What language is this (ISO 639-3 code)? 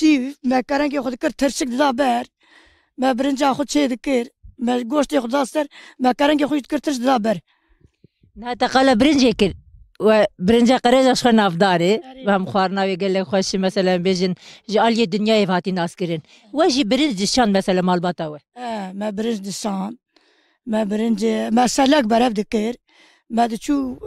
kur